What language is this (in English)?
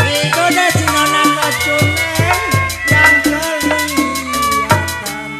Betawi